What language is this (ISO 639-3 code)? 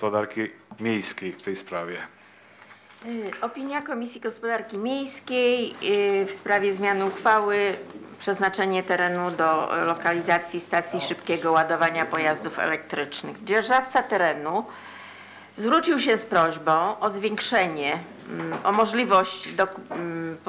pol